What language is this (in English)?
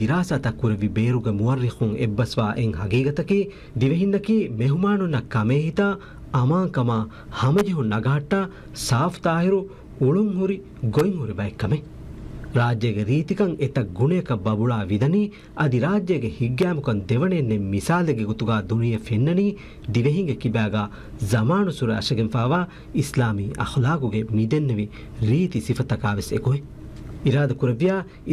Divehi